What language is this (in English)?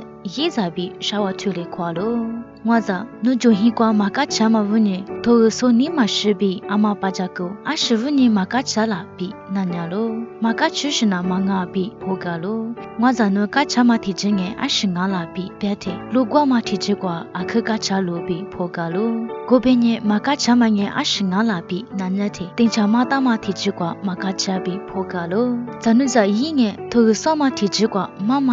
Lisu